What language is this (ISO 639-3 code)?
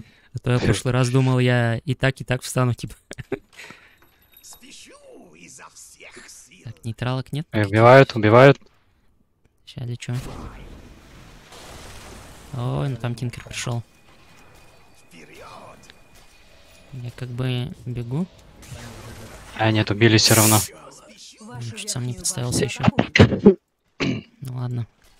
rus